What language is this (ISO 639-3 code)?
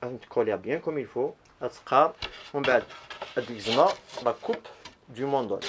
kab